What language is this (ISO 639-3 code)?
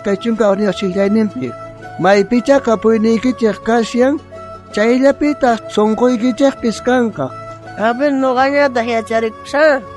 quh